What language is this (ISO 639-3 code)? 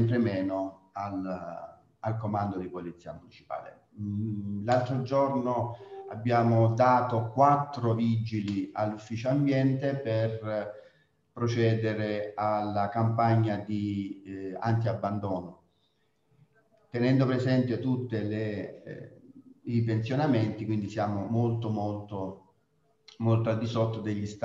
ita